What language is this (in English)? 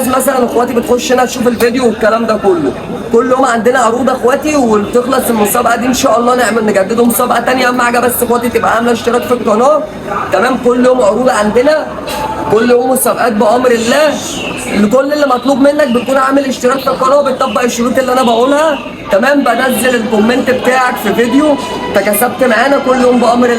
Egyptian Arabic